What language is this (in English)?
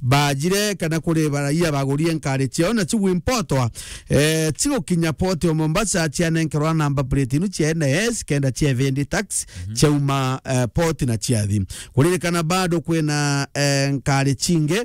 Meru